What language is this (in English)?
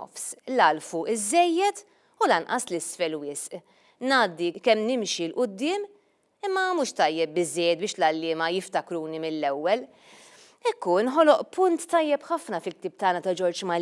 Maltese